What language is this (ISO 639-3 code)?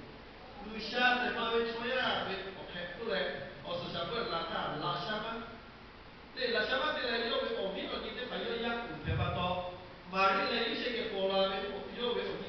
lhu